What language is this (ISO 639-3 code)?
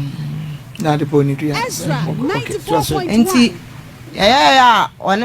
aka